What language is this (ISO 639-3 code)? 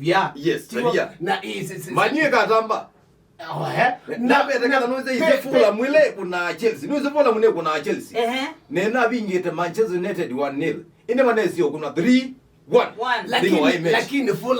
kam